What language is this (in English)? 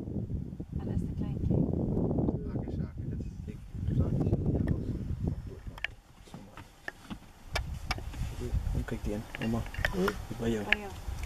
Afrikaans